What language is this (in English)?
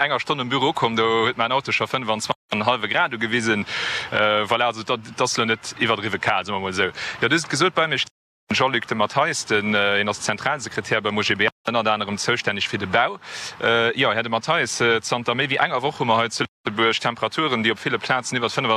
Luxembourgish